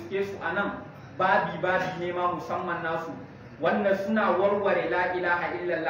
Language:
Hausa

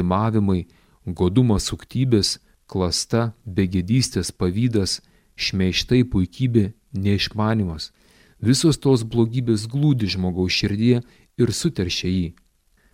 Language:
Lithuanian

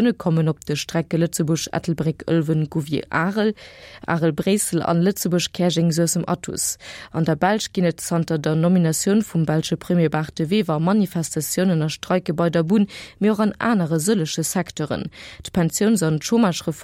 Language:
Luxembourgish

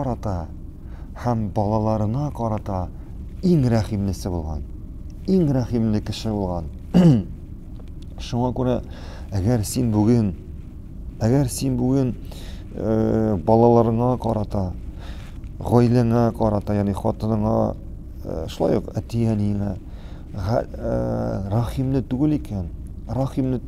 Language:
Tatar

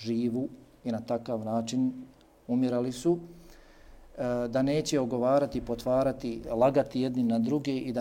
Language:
Bosnian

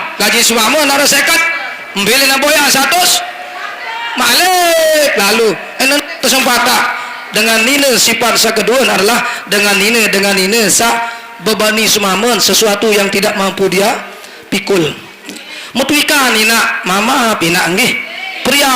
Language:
Sasak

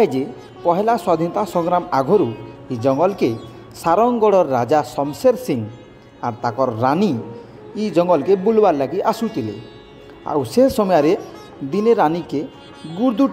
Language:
Sambalpuri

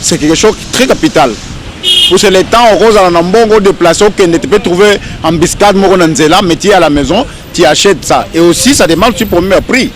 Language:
Lingala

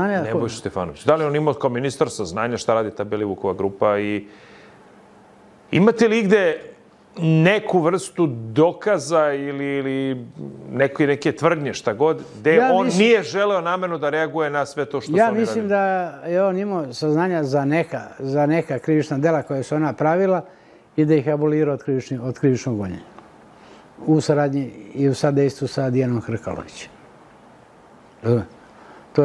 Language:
Serbian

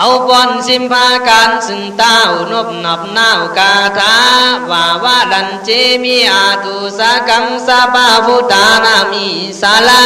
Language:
Khün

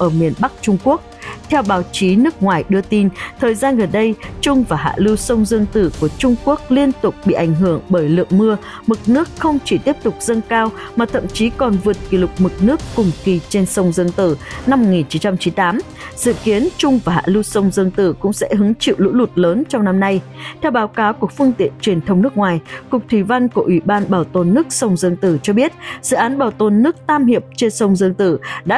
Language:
Vietnamese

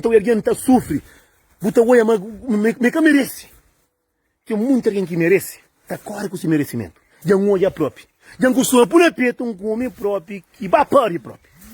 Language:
Kabuverdianu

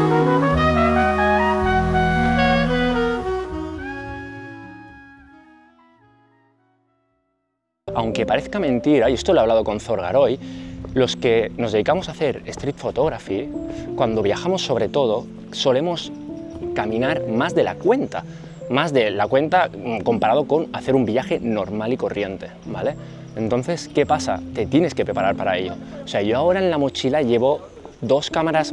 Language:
Spanish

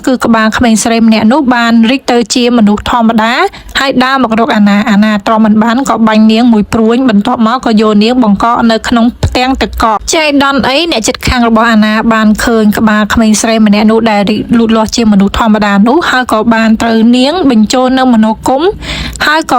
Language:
Khmer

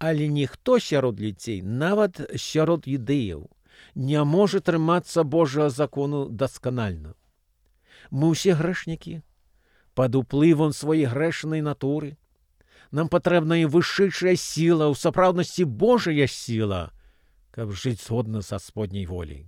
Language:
Belarusian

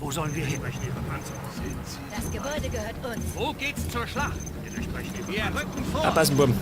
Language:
Bavarian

